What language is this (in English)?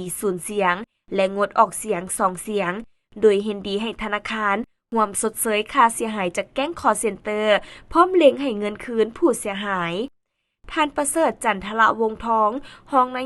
Lao